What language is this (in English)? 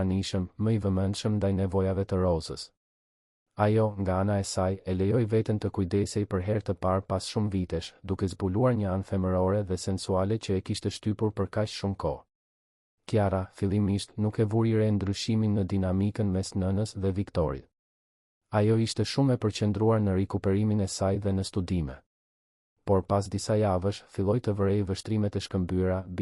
Albanian